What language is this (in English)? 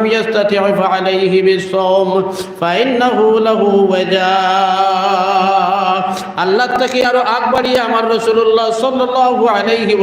Sylheti